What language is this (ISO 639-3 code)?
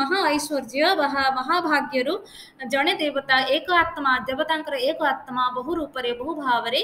ori